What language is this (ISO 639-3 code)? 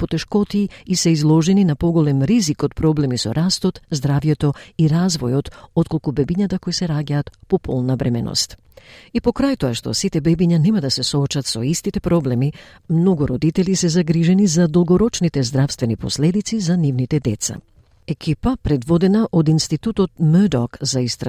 mkd